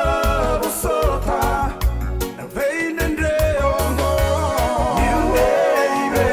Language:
Fijian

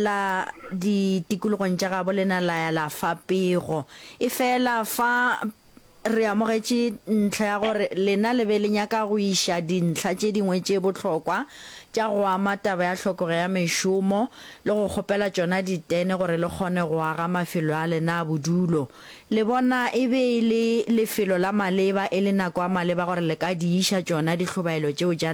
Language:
Northern Sotho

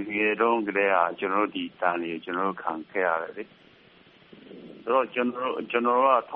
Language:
Burmese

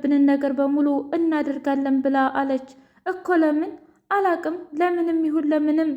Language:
Amharic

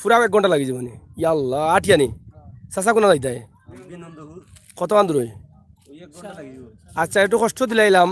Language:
Sylheti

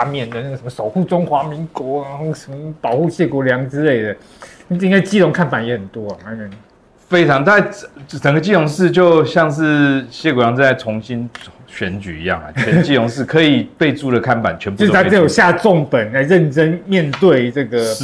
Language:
Chinese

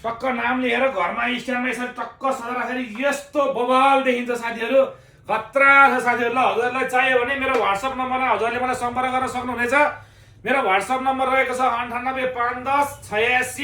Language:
Nepali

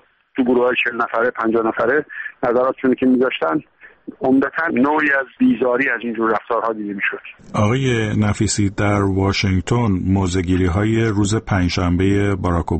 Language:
Persian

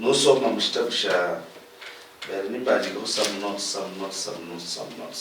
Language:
Luyia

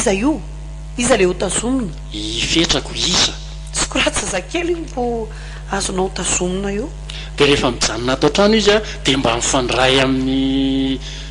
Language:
Malagasy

